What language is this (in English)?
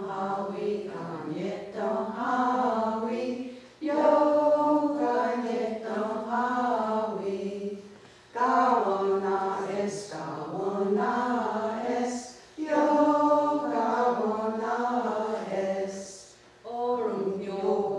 Mohawk